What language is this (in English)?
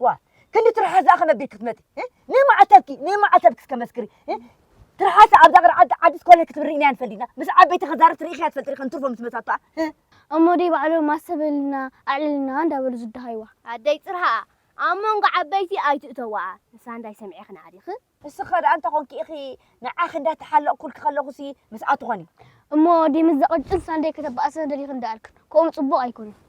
Tigrinya